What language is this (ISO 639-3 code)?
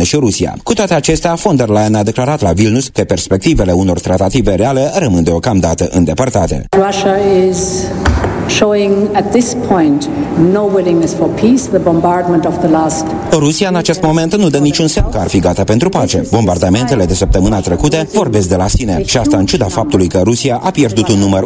ron